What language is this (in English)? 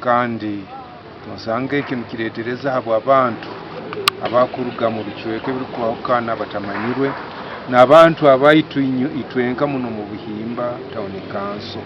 Nyankole